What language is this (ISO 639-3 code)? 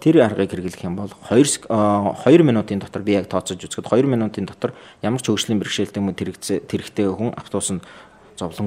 mon